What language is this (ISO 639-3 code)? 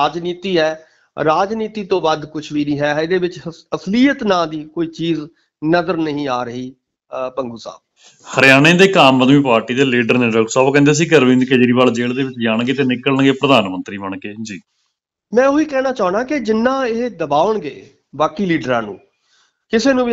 pan